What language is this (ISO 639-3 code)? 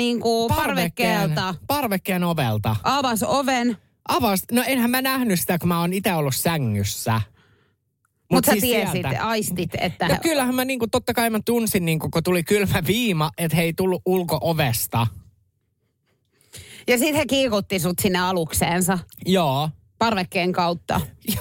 fin